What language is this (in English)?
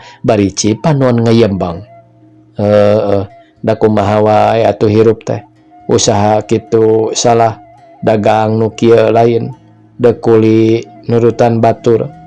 Sundanese